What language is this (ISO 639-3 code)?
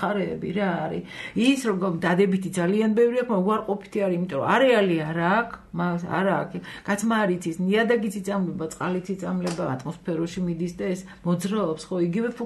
kat